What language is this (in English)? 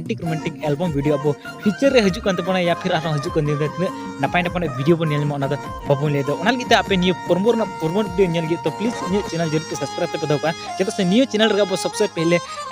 Santali